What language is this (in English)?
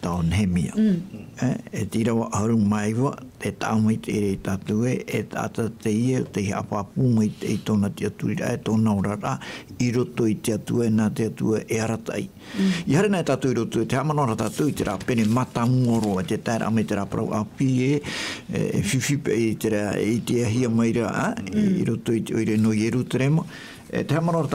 Tahitian